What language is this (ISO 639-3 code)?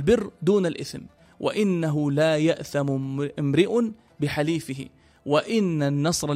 ara